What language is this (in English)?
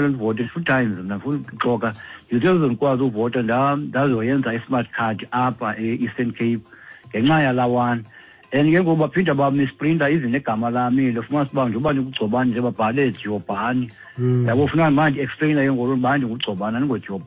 Xhosa